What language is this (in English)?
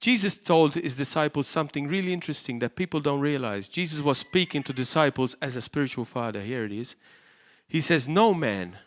English